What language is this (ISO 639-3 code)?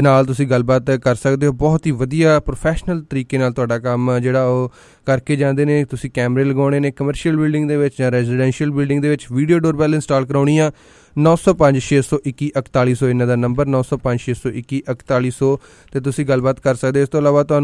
pan